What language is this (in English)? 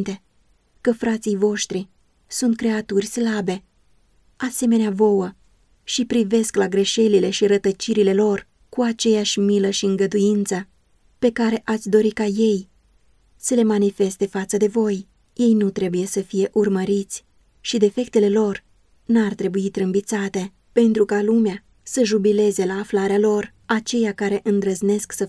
Romanian